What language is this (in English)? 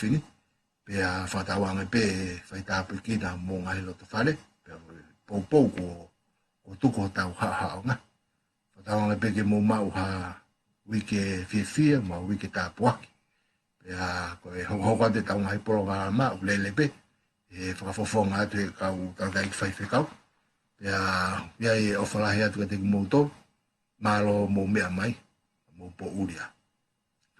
Tongan